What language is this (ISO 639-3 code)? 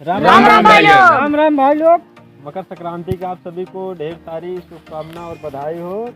awa